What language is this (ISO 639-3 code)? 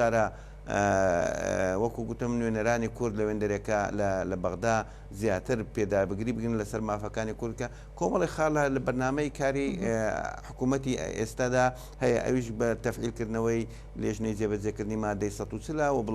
ckb